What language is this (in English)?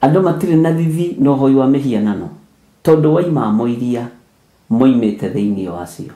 Kikuyu